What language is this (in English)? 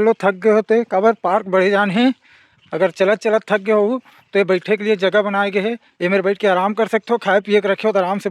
Chhattisgarhi